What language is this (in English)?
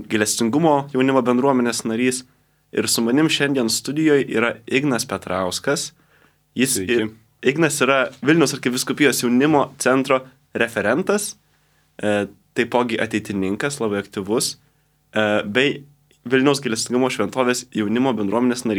Lithuanian